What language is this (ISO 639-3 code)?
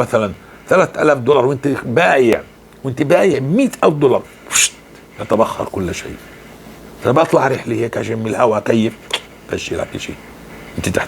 apc